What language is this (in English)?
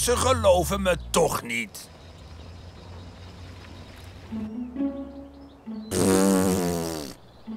Dutch